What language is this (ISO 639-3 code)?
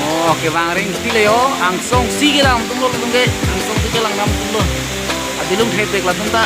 mjw